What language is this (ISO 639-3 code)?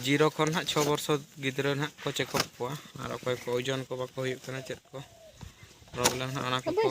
sat